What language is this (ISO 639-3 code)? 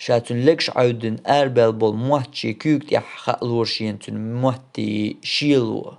che